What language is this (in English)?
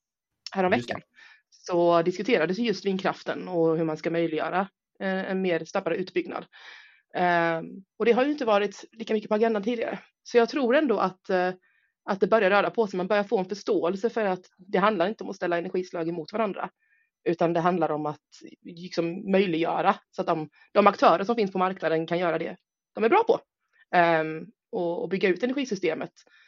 Swedish